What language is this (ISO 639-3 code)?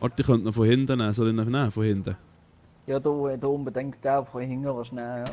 gsw